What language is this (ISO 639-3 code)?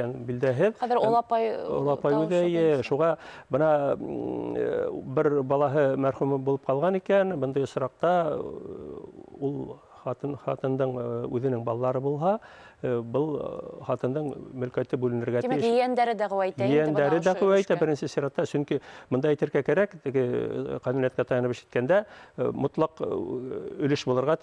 bak